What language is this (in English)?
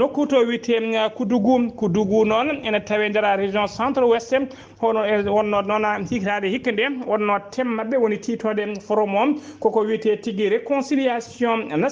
Fula